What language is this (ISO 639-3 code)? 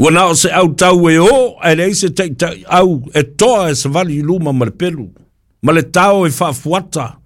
smo